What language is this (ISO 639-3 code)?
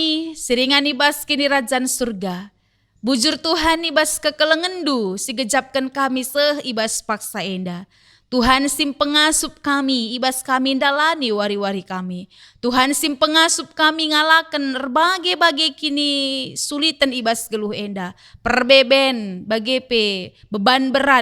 btx